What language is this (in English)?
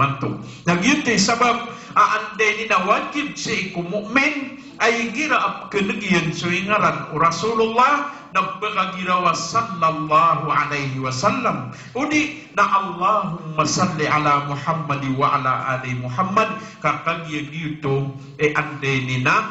Maranao